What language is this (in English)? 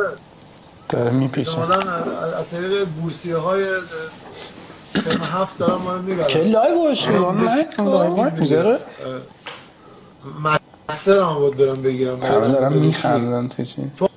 Persian